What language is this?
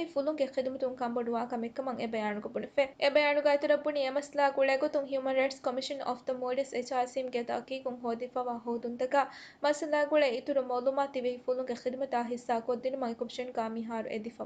Divehi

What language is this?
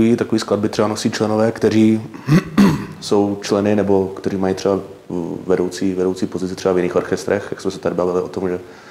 Czech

